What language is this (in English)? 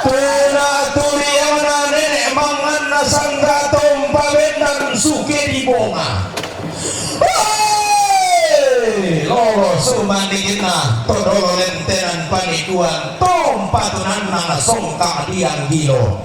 Toraja-Sa'dan